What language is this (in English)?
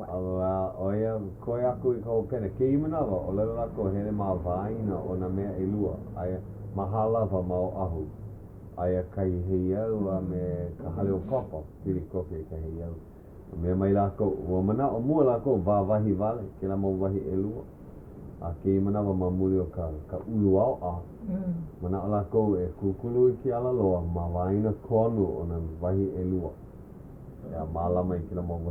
Hawaiian